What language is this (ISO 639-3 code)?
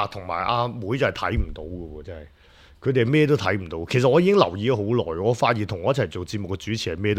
yue